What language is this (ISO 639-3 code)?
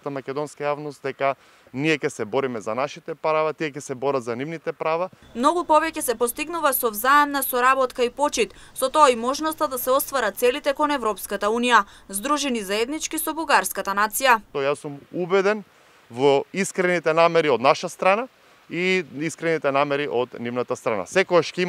mkd